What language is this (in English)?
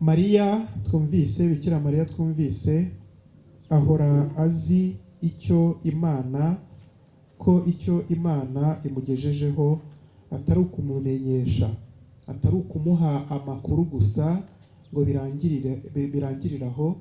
Kinyarwanda